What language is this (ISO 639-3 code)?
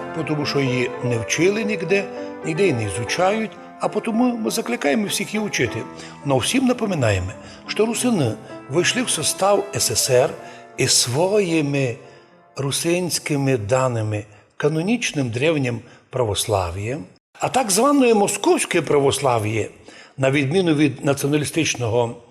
rue